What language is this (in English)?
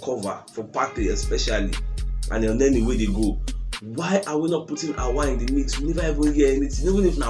Nigerian Pidgin